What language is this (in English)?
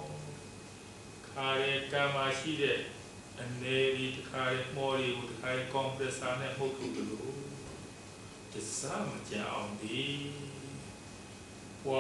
Burmese